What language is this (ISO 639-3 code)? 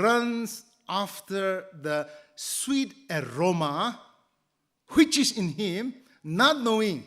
nmf